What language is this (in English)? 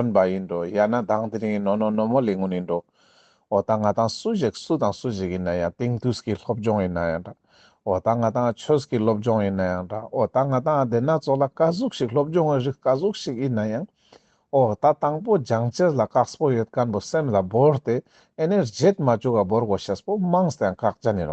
Ladakhi